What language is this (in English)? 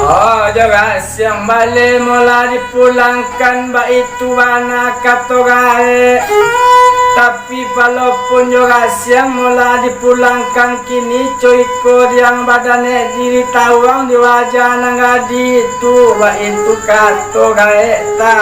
Minangkabau